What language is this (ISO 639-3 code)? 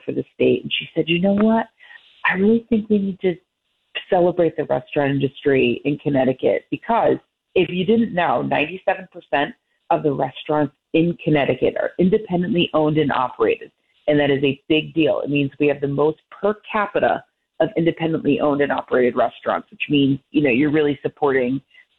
eng